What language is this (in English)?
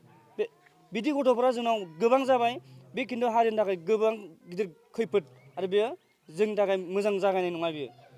Bodo